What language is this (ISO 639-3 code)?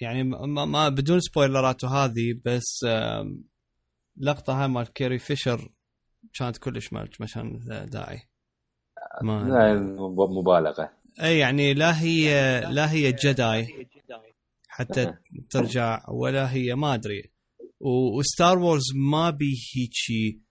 acm